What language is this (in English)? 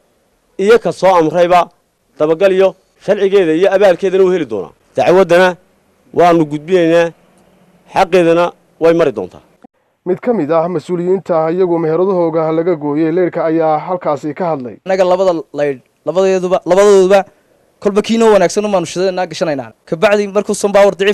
Somali